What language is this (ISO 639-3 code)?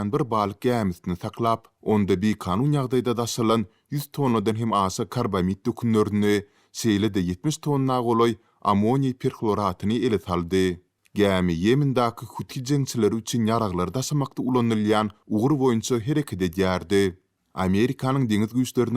tuk